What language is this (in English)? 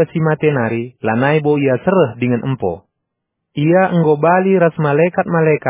Batak Karo